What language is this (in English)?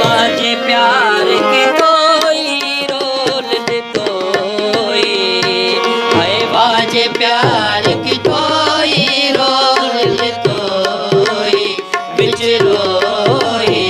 Saraiki